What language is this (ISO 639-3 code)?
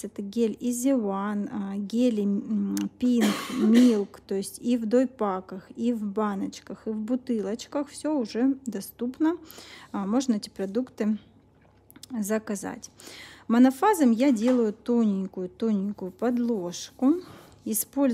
rus